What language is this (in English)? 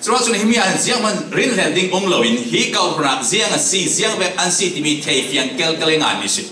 Falam Chin